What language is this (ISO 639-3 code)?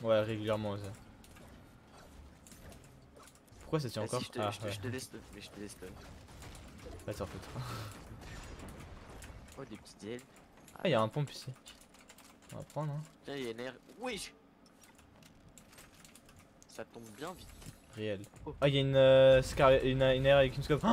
fra